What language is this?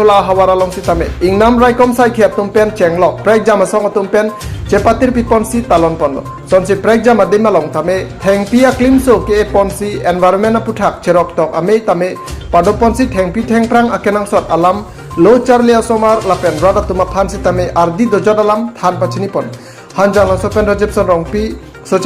Karbi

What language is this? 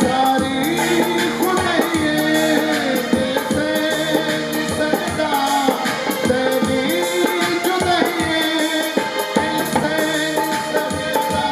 Saraiki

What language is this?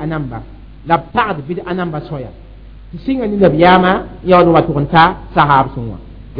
Mossi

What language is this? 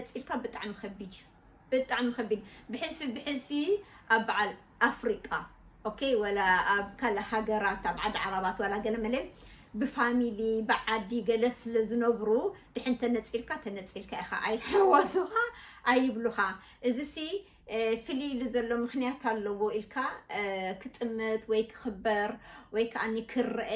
Tigrinya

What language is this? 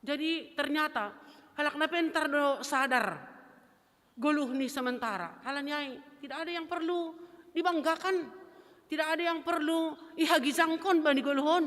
Batak Simalungun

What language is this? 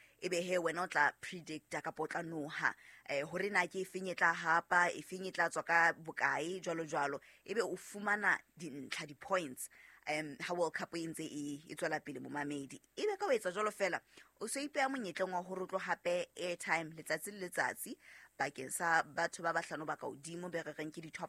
Southern Sotho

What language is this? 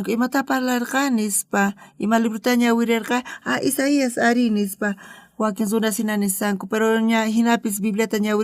South Bolivian Quechua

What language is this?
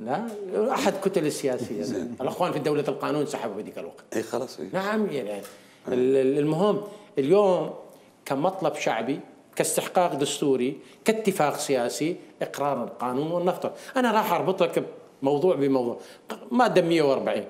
Mesopotamian Arabic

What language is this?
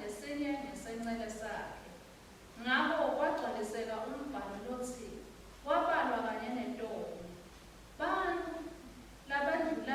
Swati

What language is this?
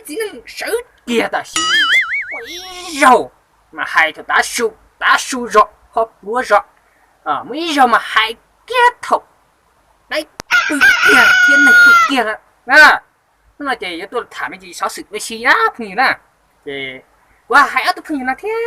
Hmong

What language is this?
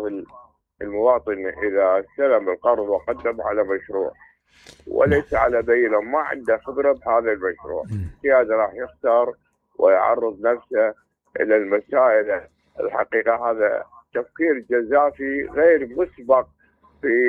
Mesopotamian Arabic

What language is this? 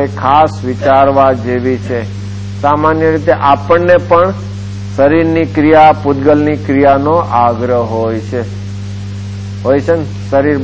Gujarati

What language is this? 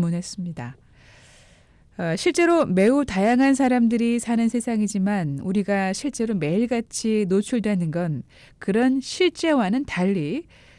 Korean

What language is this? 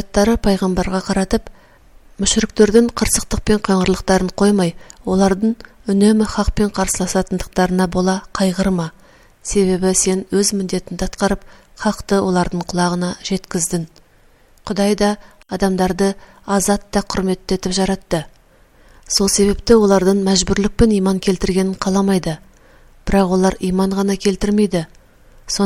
Kazakh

